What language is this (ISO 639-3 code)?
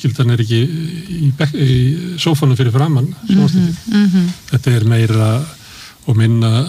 isl